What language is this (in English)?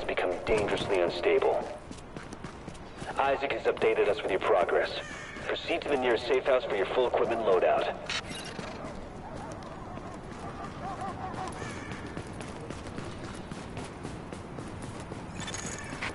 English